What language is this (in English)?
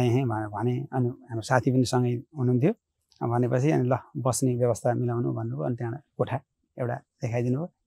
Nepali